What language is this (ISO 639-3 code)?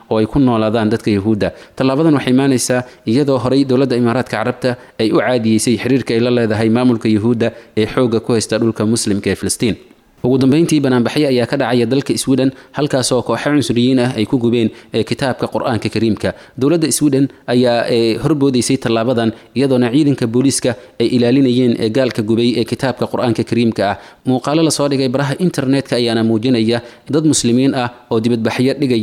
som